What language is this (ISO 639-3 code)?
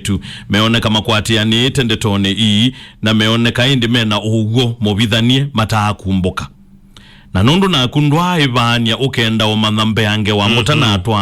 kam